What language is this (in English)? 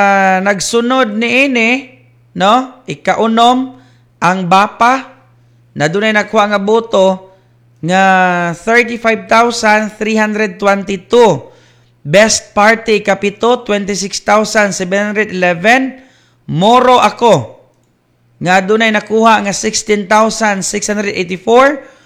Cebuano